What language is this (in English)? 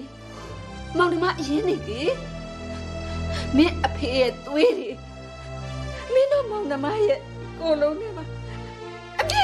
Burmese